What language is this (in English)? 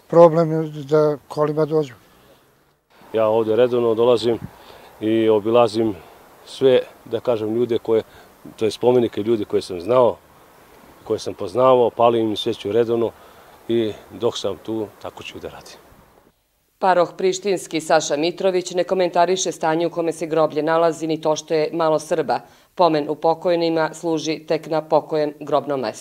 Serbian